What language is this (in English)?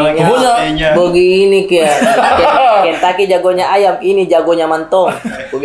Makassar Malay